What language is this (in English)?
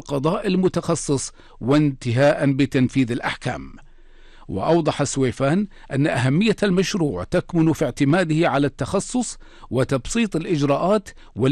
Arabic